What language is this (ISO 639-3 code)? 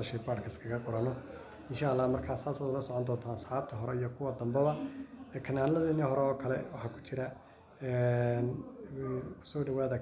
som